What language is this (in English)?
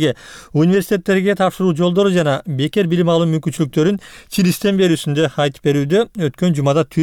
Kyrgyz